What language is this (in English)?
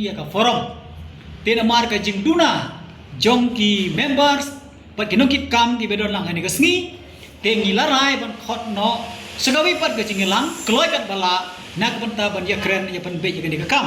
Khasi